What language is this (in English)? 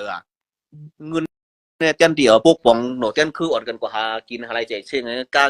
Shan